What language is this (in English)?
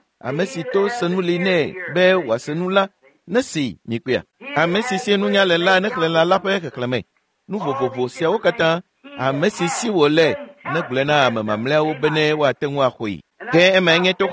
Ewe